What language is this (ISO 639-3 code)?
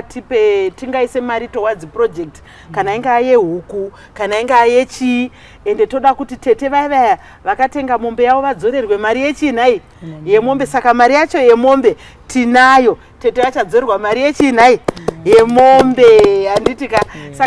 sna